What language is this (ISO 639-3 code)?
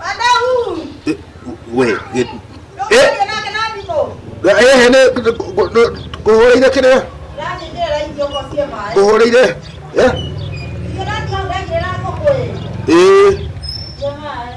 kik